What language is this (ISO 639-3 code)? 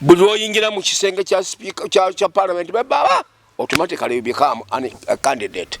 lug